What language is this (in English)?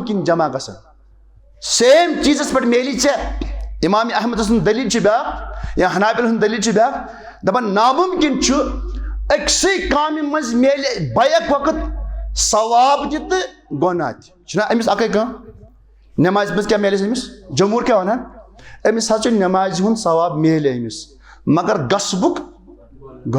Kashmiri